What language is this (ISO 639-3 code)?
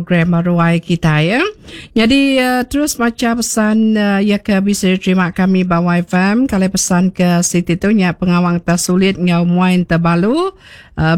iba